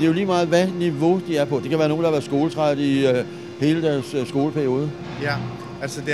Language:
Danish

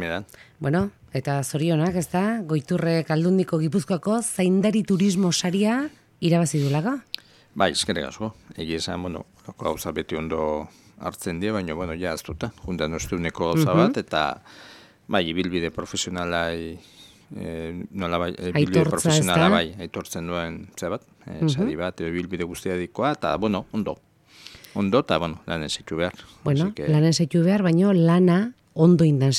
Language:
Basque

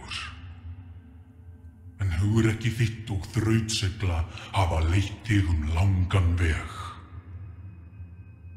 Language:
Icelandic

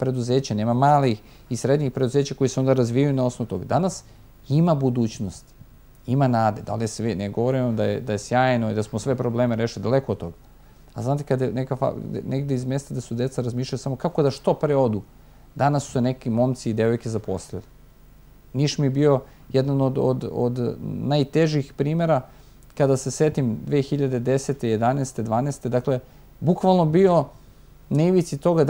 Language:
Serbian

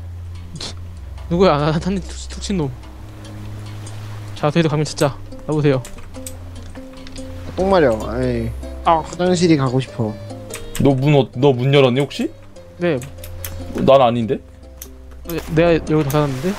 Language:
Korean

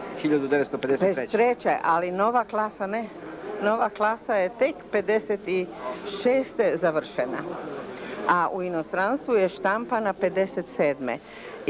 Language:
Serbian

